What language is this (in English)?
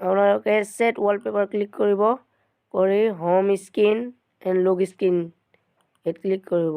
Assamese